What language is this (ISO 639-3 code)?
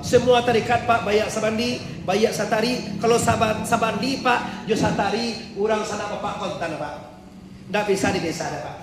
min